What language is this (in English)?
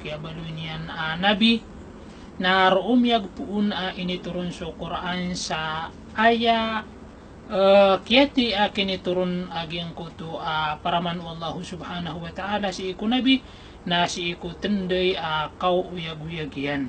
Maranao